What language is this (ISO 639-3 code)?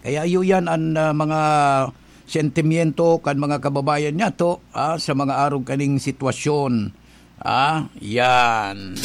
bik